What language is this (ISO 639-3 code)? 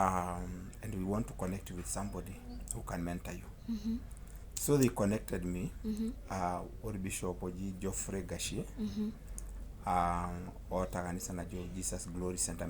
mas